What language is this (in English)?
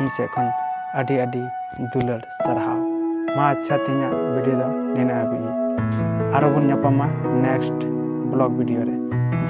Santali